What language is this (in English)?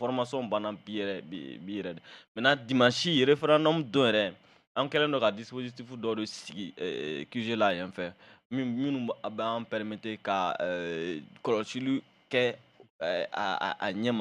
Bambara